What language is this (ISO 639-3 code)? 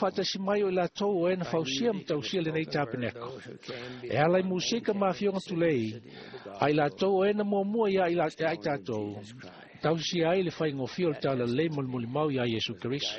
smo